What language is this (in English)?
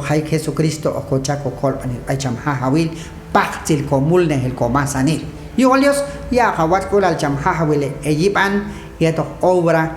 Q'anjob'al